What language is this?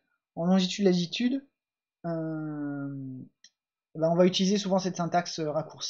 French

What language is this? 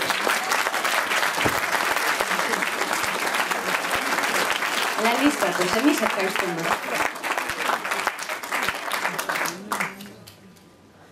Greek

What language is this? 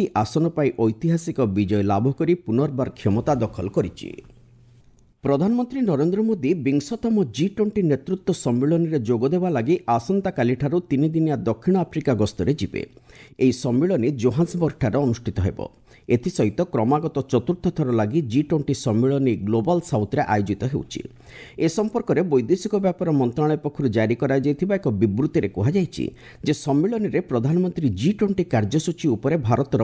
Odia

